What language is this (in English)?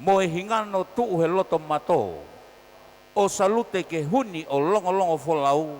Tongan